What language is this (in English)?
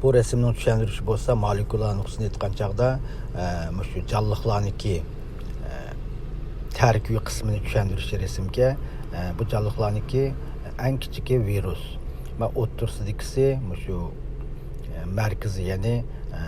Uyghur